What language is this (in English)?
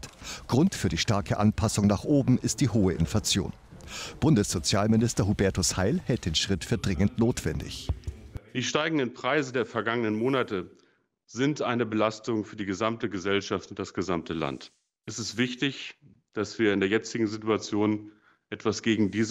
German